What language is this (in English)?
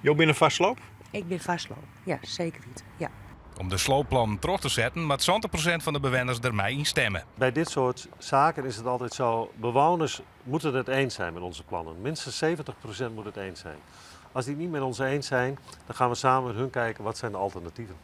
Western Frisian